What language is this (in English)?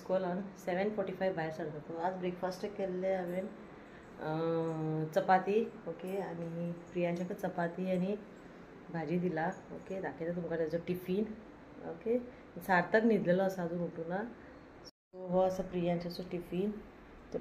Konkani